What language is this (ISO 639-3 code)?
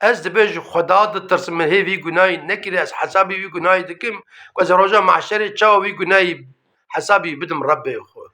kur